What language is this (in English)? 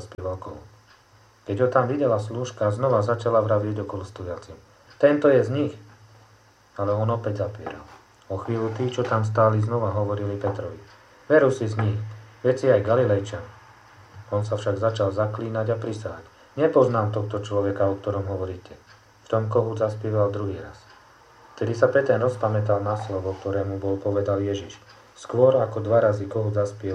Slovak